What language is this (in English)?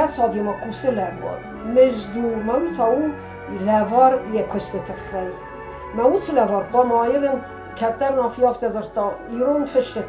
Ossetic